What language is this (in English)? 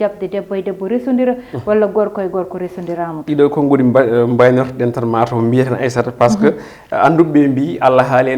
Fula